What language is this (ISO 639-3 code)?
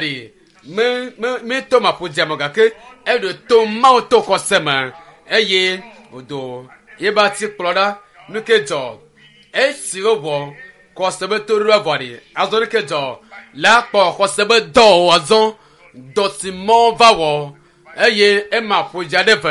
ewe